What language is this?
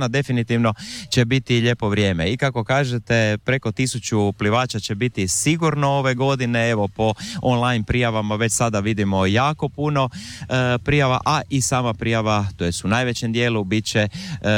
Croatian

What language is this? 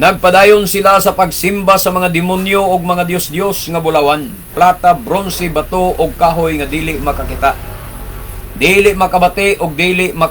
Cebuano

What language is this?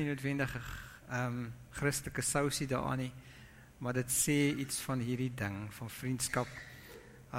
Afrikaans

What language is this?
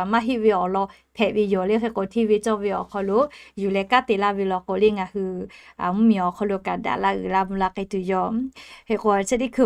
Lahu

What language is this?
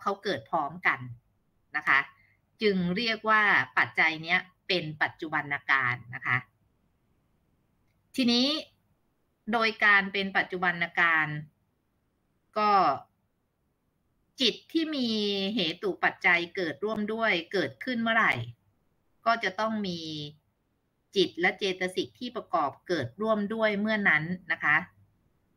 Thai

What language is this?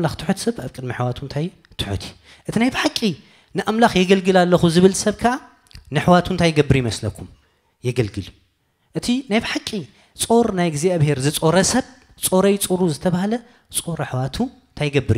Tigrinya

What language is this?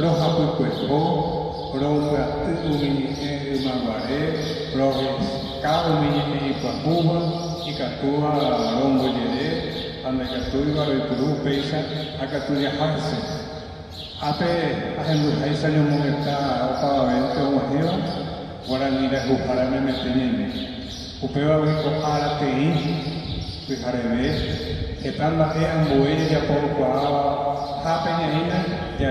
Guarani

